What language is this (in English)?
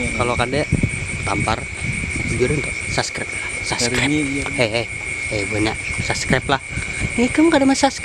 Banjar